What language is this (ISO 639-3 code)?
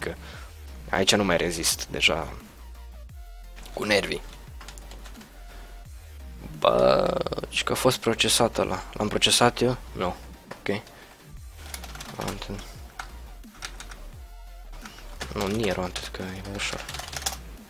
ron